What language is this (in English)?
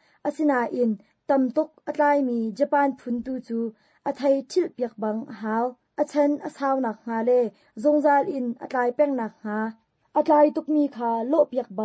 Hakha Chin